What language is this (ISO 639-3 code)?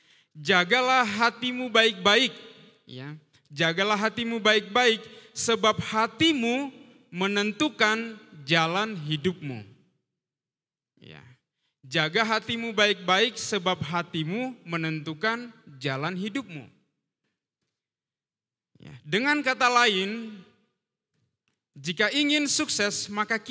ind